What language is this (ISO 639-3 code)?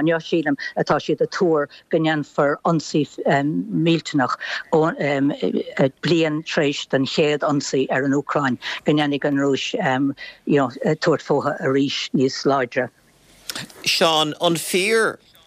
gle